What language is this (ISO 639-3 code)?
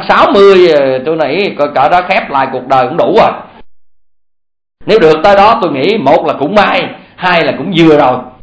vie